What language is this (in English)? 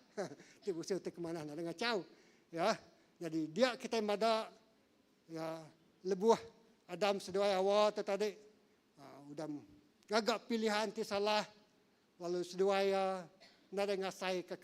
Iban